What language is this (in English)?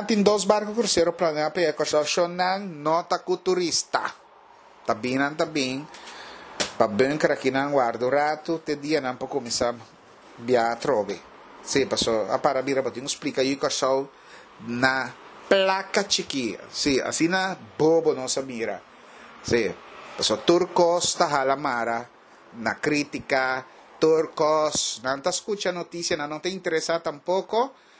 Papiamento